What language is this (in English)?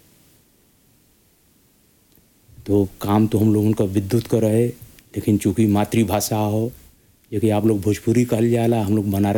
Bhojpuri